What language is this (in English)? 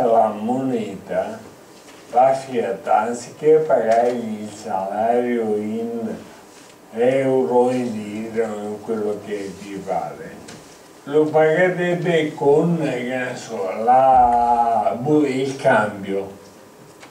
Italian